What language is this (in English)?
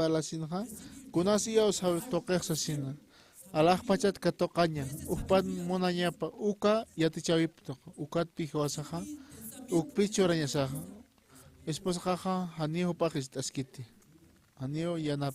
Aymara